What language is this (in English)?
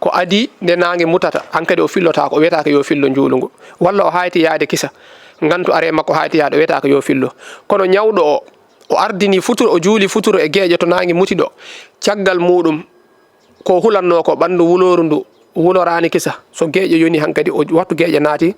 Fula